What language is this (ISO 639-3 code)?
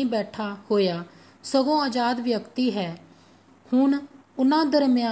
pan